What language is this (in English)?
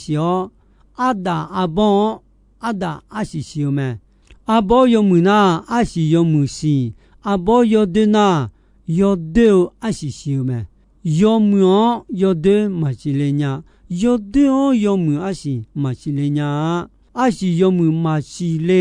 Akha